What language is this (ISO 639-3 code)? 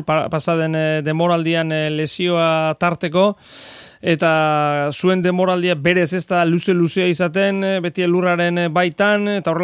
eus